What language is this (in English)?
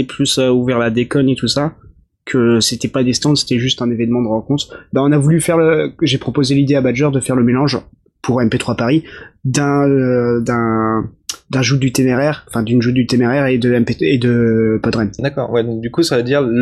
French